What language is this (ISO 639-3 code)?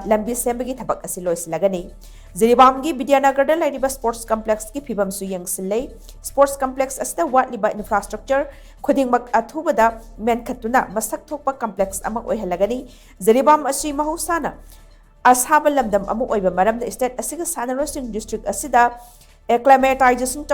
mni